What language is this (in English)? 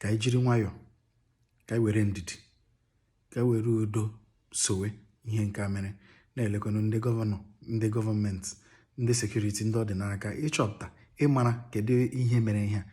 Igbo